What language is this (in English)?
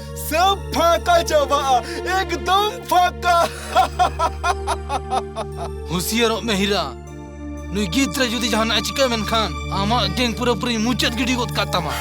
Santali